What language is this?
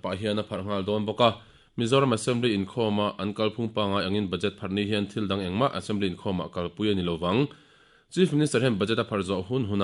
Mizo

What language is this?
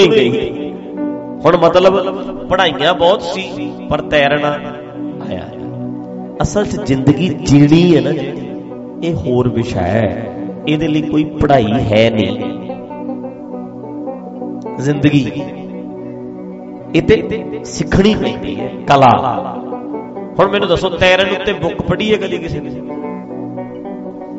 Punjabi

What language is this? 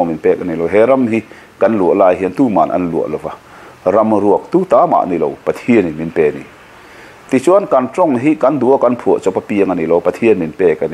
Mizo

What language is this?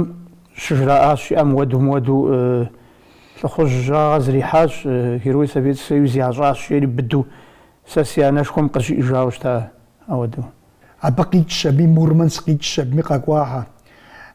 Kabardian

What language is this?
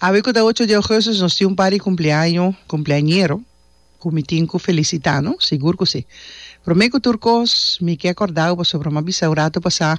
Papiamento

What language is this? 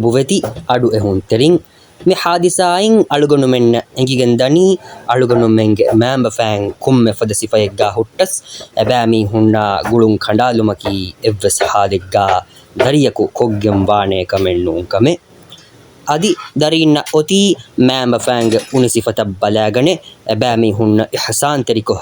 Divehi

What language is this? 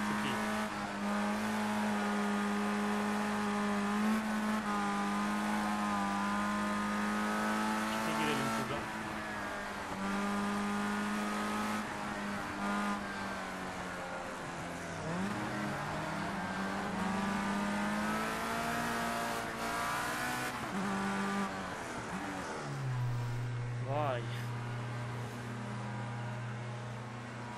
Turkish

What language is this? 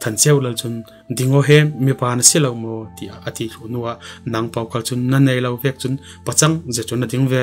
Falam Chin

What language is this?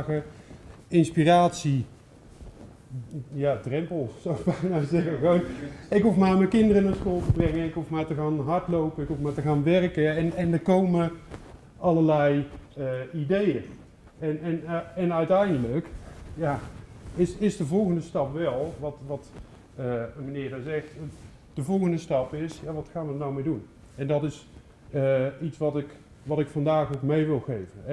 Dutch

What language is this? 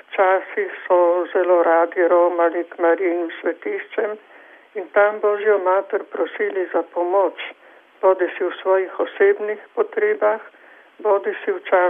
Slovenian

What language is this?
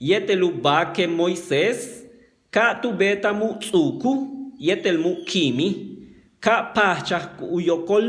Yucateco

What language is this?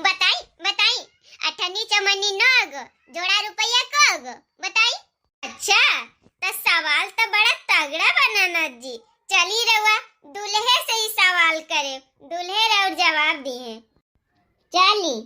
Bhojpuri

